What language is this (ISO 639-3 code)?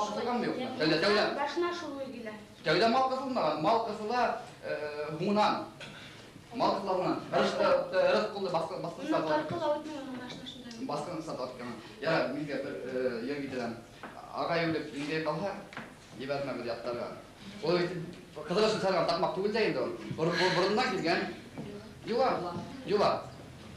bak